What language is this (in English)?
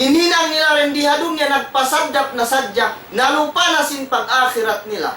Tausug